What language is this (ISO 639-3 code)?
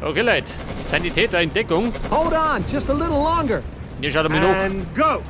bar